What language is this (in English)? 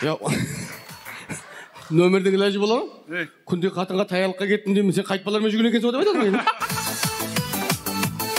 Kazakh